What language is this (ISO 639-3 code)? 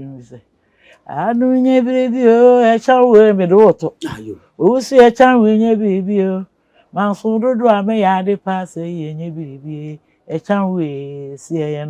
aka